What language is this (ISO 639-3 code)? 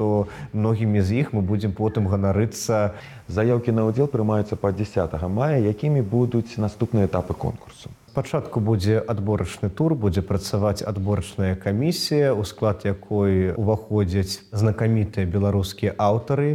bel